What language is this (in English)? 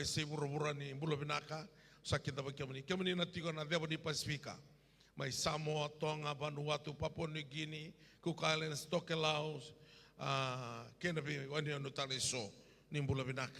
Fijian